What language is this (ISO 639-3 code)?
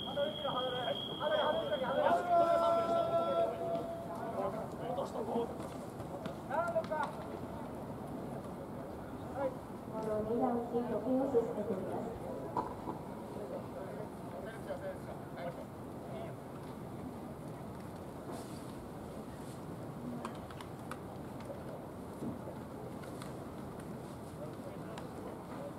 jpn